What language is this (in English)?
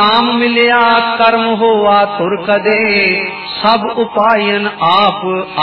Punjabi